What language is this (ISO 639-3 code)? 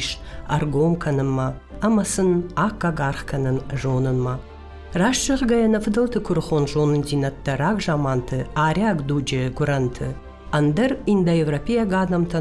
oss